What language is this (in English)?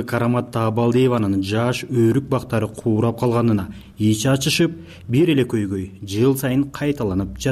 Kyrgyz